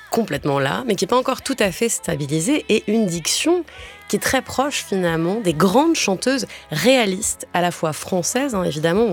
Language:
French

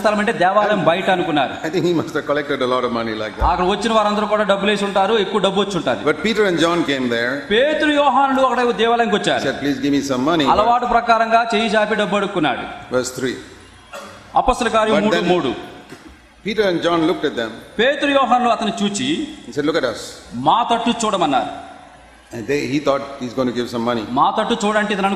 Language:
Telugu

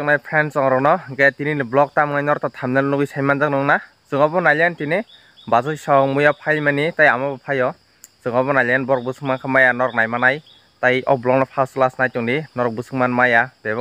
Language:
Kok Borok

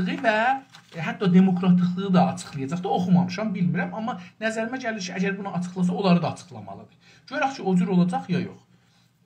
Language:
South Azerbaijani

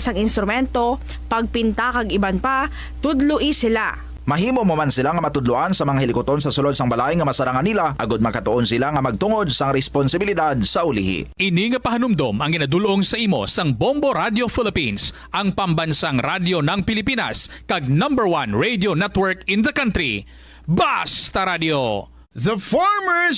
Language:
Hiligaynon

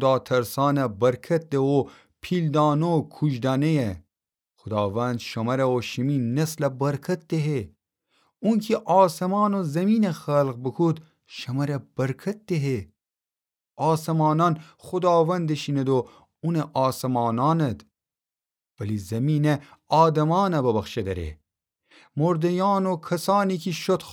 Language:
Gilaki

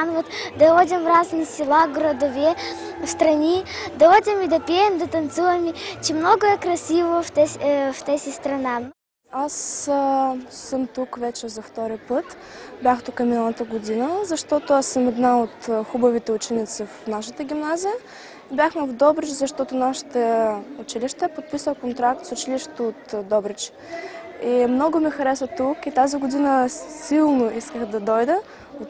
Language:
Bulgarian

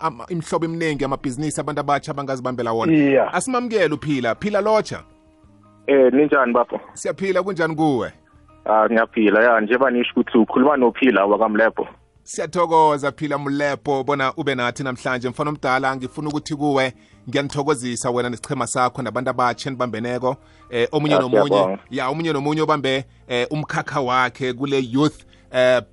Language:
South Ndebele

